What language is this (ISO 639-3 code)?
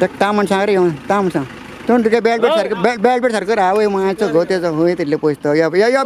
kok